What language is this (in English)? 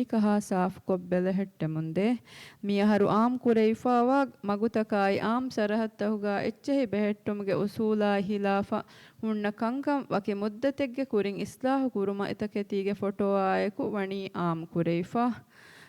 Divehi